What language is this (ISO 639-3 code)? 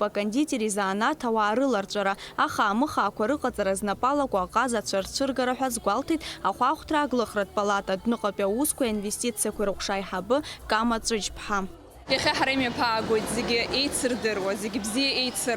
abk